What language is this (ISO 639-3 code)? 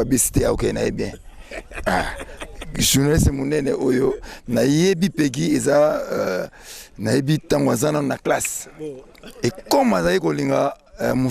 lin